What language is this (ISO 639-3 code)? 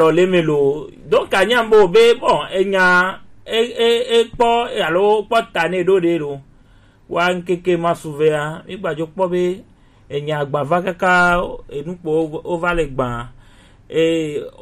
gej